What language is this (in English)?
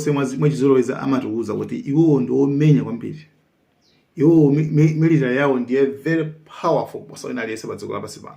Nyanja